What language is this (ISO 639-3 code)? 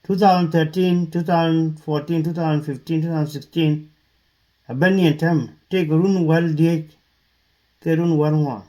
nus